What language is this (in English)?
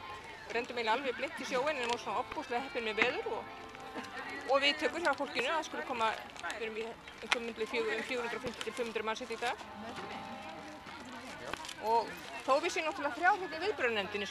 Icelandic